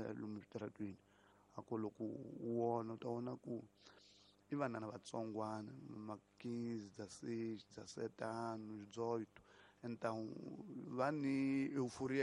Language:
Tsonga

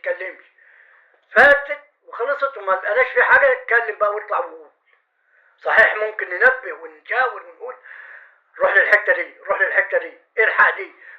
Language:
Egyptian Arabic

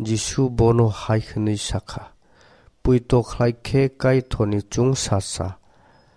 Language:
Kok Borok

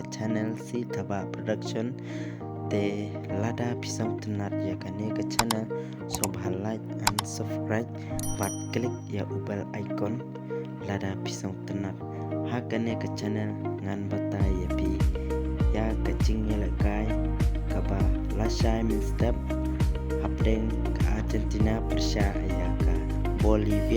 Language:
Khasi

